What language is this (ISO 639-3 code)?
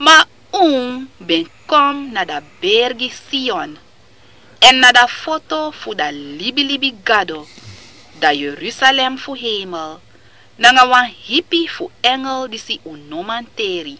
srn